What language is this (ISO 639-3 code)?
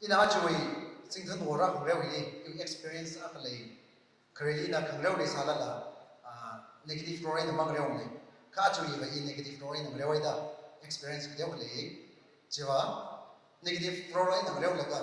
nmf